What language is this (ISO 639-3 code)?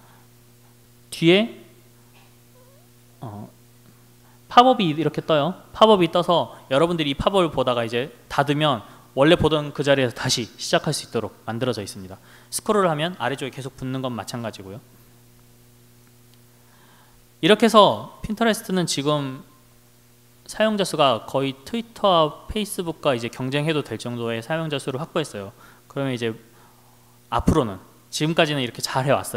kor